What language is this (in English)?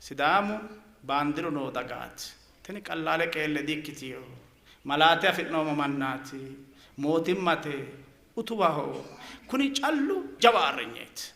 Sidamo